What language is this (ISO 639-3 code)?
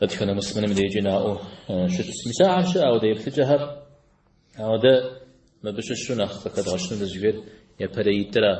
kbd